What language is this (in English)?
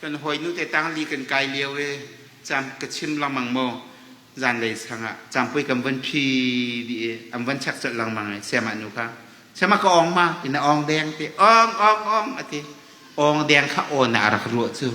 Hakha Chin